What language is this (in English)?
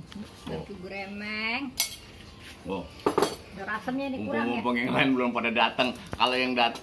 Betawi